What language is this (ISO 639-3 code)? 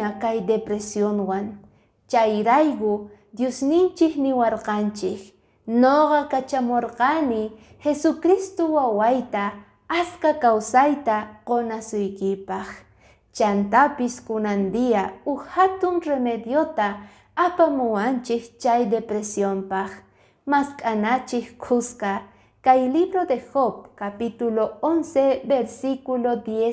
que